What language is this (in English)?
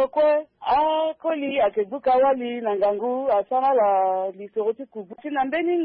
Sango